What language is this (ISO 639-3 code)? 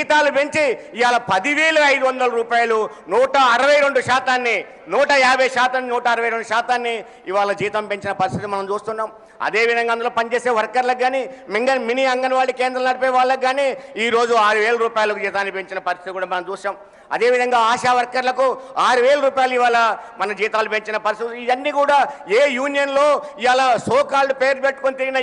tel